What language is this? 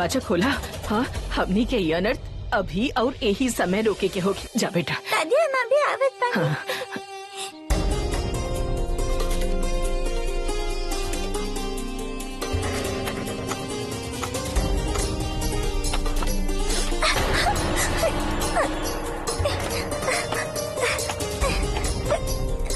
Bhojpuri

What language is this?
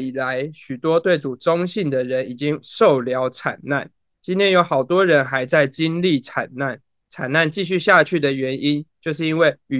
Chinese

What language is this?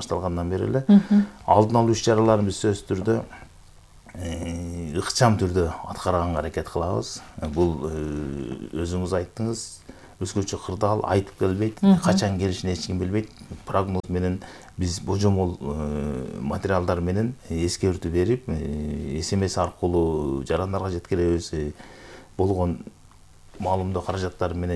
Kyrgyz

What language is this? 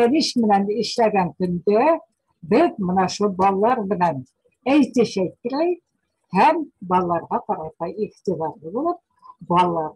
Bashkir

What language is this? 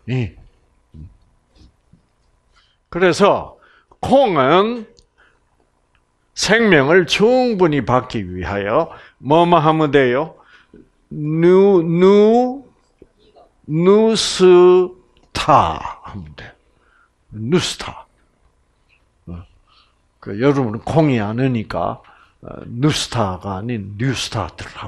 Korean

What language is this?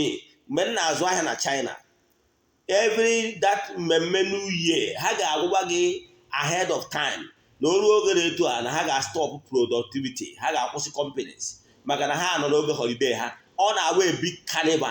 Igbo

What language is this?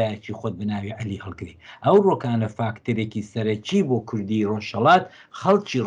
Central Kurdish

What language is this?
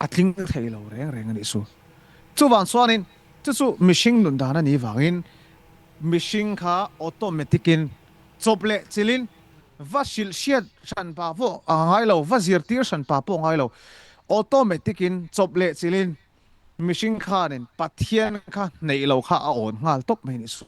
Mizo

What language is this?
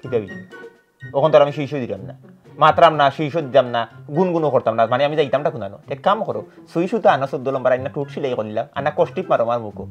Sylheti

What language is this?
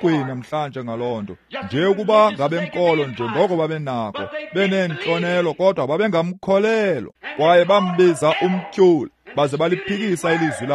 Xhosa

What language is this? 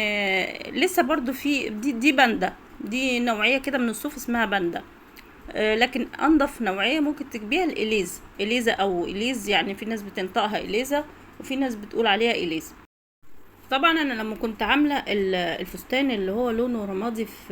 Egyptian Arabic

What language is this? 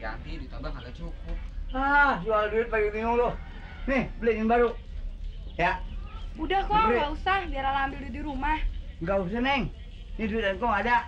Betawi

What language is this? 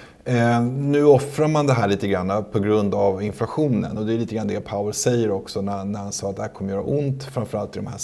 Swedish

